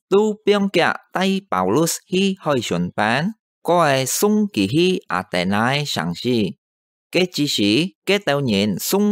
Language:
Hakka Chinese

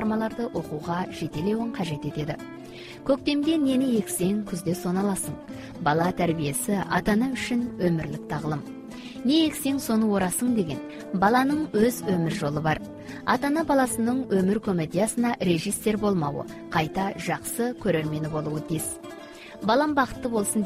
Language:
Kazakh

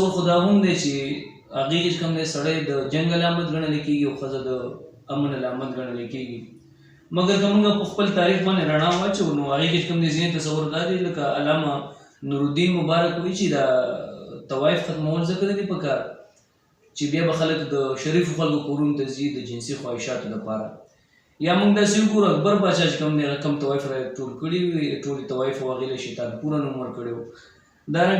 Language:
Pashto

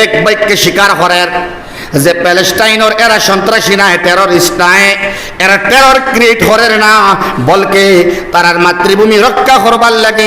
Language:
Sylheti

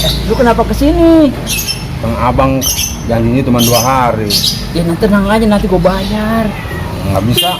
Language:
Betawi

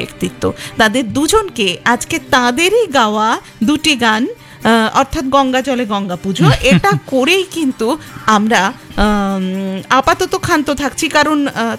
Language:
Bangla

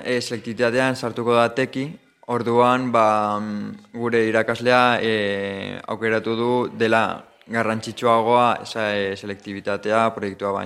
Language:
Basque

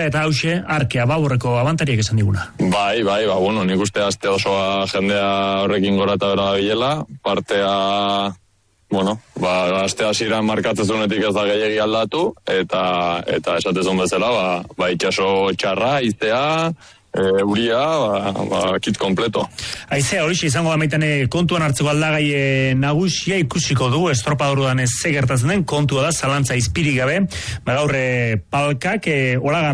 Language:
Basque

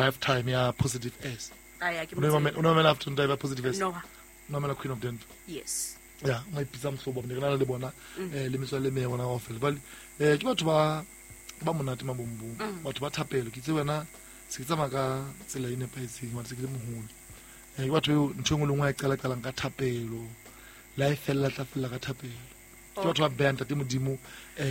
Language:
Southern Sotho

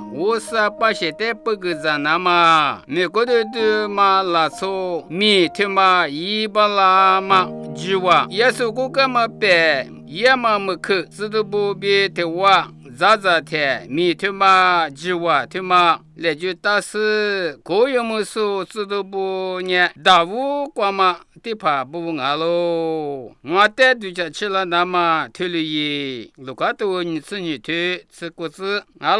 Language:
Lisu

